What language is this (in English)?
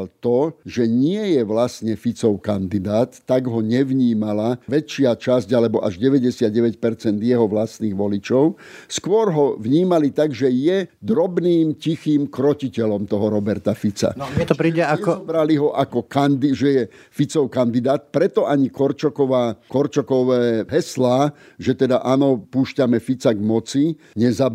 Slovak